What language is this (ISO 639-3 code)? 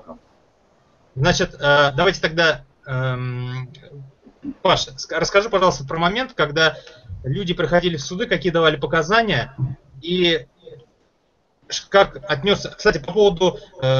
rus